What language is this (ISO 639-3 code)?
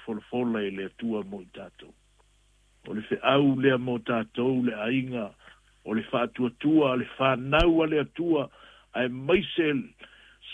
smo